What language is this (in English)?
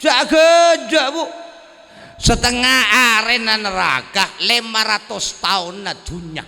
Madurese